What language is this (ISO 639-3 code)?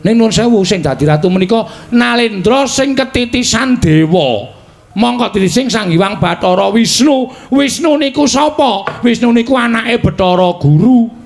jav